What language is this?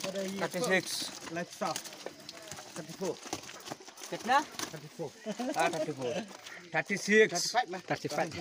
Khasi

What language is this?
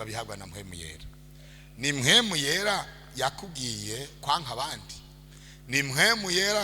Rundi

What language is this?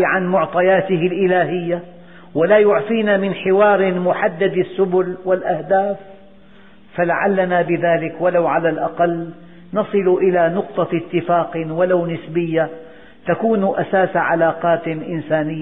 Arabic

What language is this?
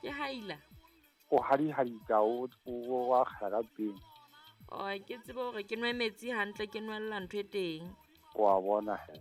Southern Sotho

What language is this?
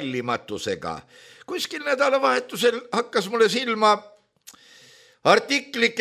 Estonian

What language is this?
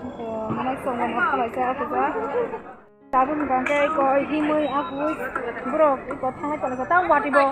Kok Borok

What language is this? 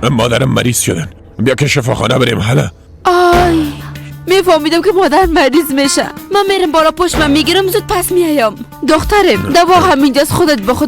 Persian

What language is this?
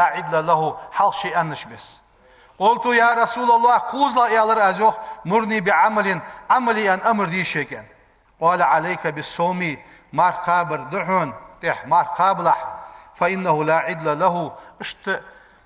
Ingush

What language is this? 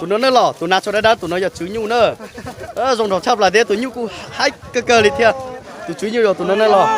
Hmong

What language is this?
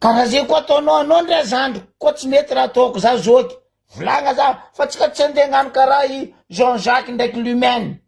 Malagasy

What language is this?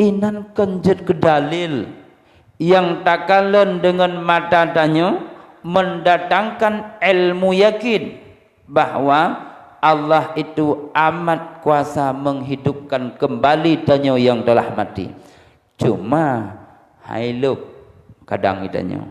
Achinese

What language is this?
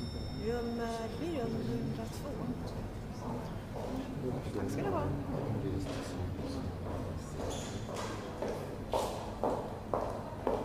Swedish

